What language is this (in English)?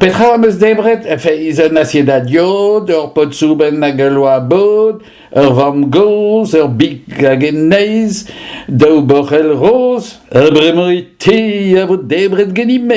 Breton